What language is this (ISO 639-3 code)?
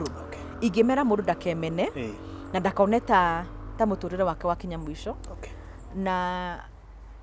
kik